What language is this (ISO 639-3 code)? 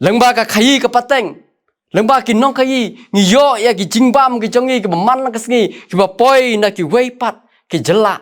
kha